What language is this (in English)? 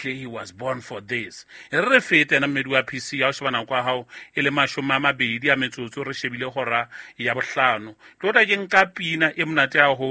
Southern Sotho